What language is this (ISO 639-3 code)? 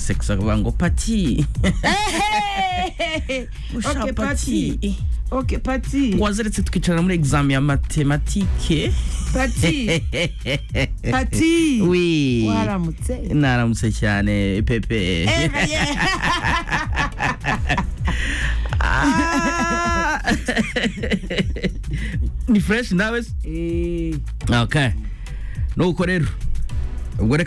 kin